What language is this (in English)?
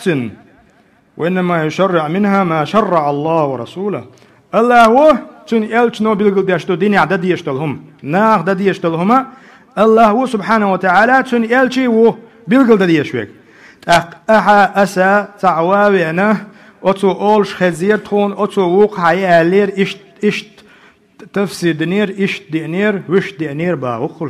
Chechen